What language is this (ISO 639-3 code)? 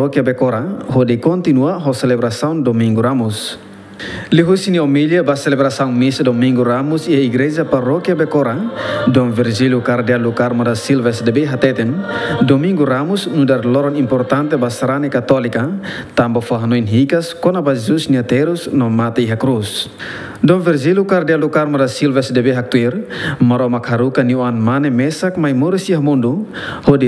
tet